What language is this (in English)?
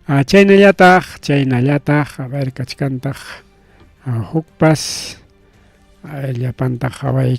Ayacucho Quechua